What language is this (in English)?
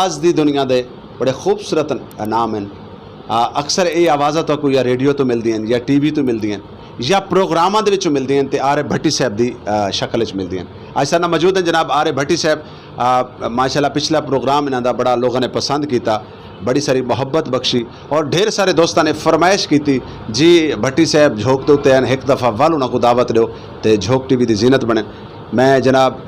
Saraiki